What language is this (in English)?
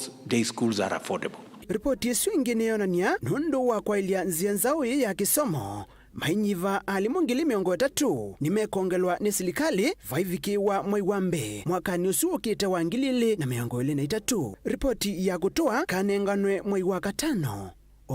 Kamba